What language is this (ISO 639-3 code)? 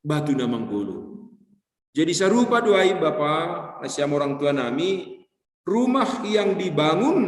bts